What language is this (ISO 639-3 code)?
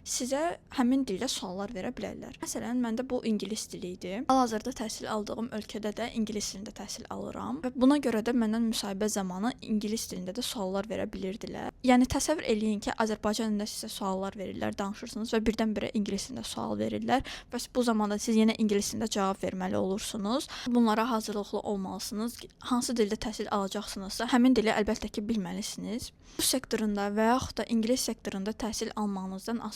aze